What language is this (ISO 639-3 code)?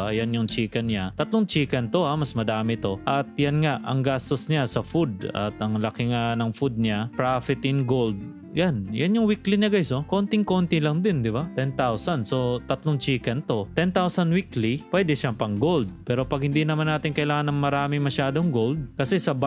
fil